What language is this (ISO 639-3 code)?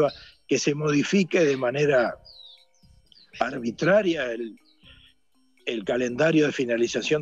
spa